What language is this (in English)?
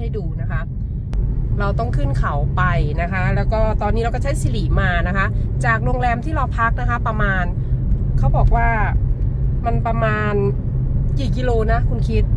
Thai